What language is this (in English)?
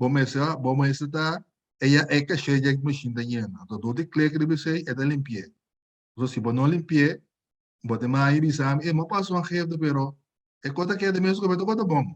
Papiamento